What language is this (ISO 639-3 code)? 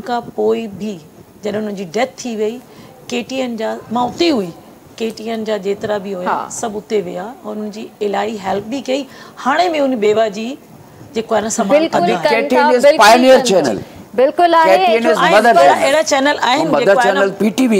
snd